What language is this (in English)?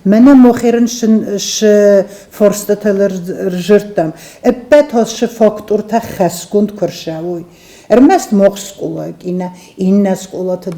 Ossetic